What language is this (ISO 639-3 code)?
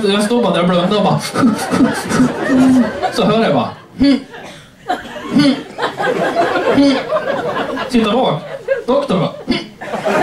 swe